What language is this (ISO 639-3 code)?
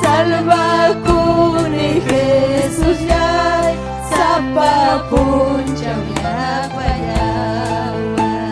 quy